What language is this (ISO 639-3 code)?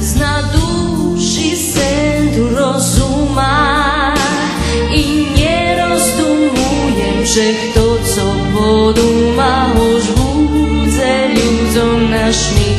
rue